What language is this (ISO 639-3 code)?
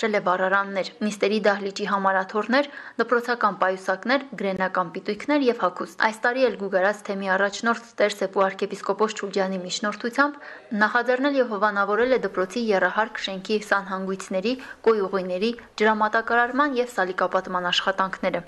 hye